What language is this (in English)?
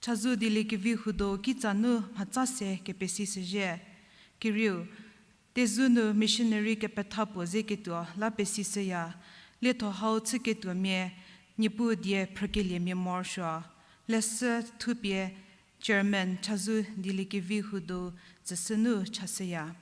Angami Naga